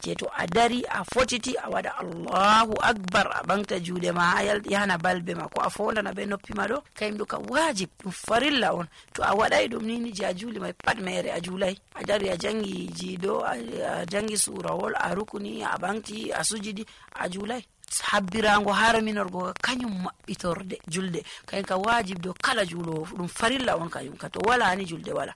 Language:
Nigerian Fulfulde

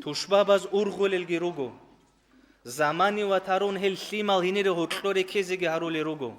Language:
Avaric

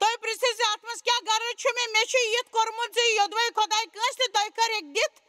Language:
Kashmiri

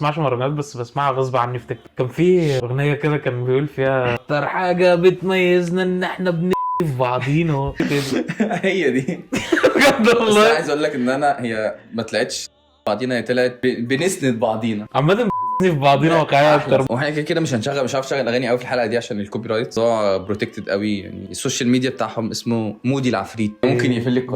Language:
Egyptian Arabic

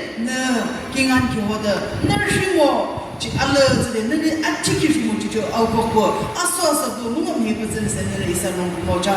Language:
Yimchungru Naga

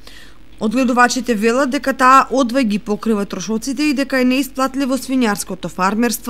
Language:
Macedonian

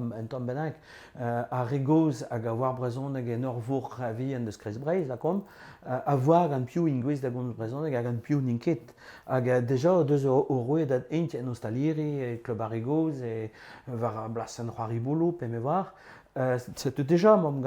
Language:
Breton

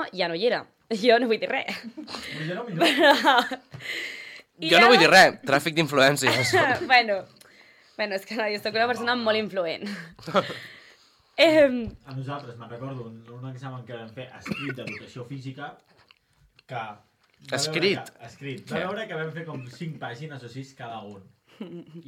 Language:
Catalan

